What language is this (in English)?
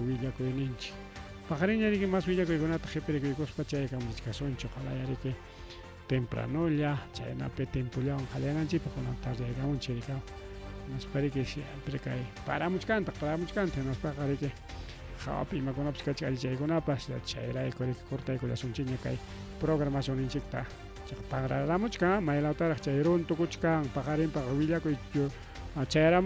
Ayacucho Quechua